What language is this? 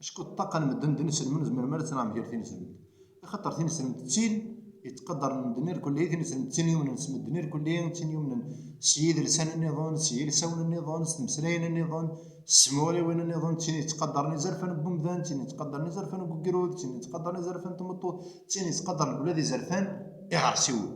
Kabyle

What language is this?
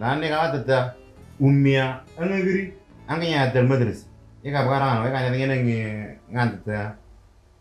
Moro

